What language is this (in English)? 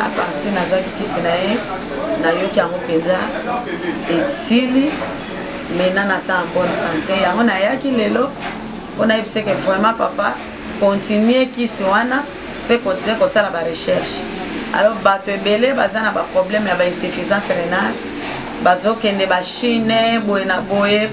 Lingala